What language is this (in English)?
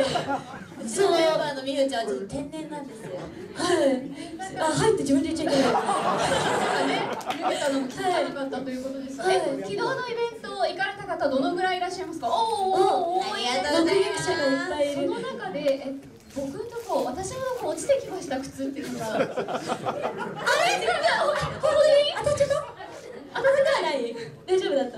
Japanese